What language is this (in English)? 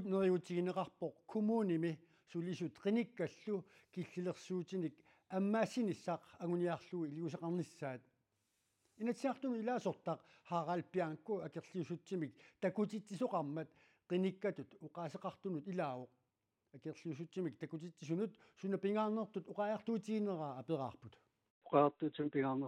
Kalaallisut